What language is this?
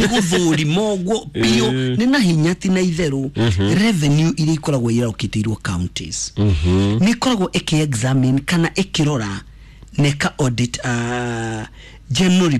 Kikuyu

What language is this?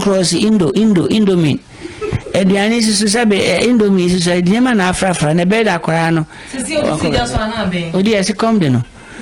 Akan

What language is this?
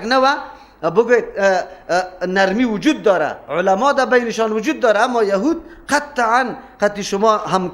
Persian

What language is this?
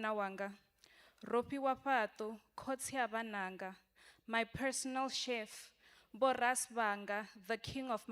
Venda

